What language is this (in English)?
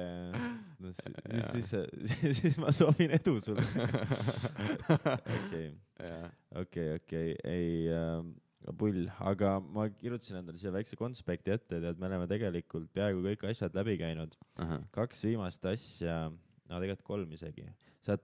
Estonian